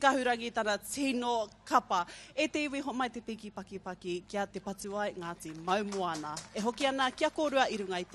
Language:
Māori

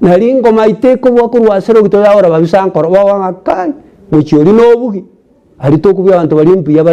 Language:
Gusii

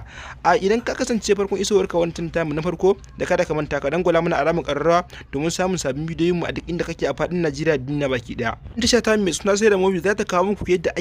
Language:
Hausa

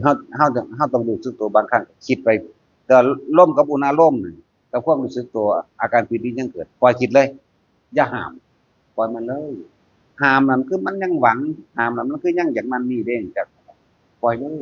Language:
Northeastern Thai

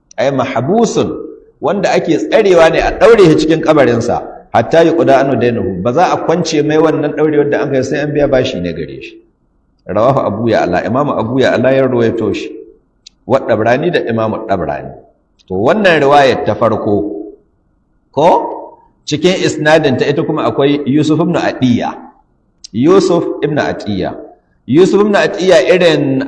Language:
Hausa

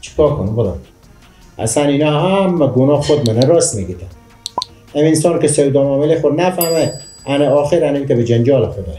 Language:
Persian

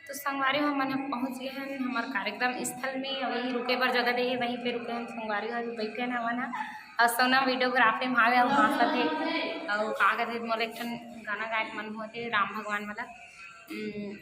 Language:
Chhattisgarhi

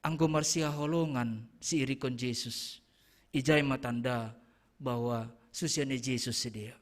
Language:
Batak Simalungun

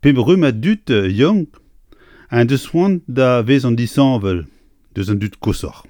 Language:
Breton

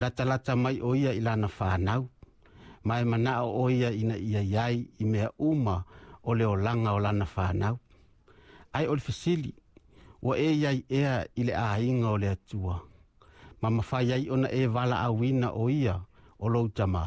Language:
Samoan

